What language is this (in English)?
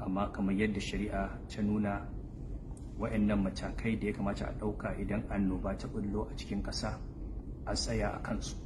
Hausa